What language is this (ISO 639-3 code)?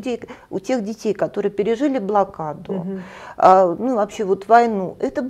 rus